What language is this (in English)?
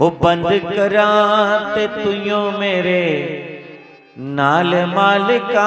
Dogri